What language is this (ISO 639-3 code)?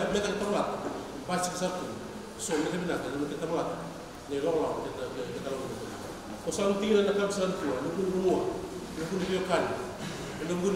fij